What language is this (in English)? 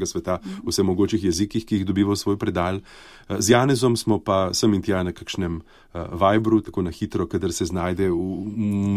Slovenian